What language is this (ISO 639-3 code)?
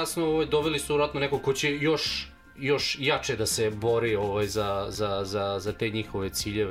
srp